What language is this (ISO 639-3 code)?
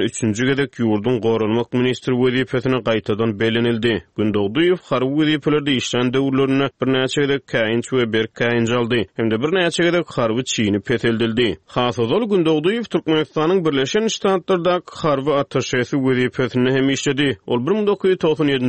tuk